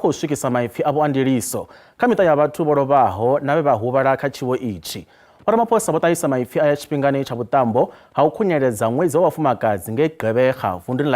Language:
Venda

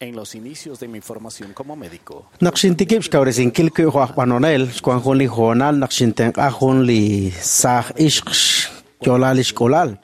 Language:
Kekchí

